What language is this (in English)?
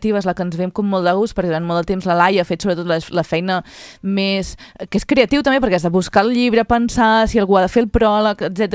Catalan